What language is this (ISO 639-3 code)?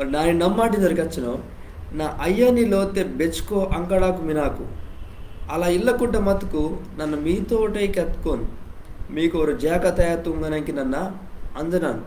kff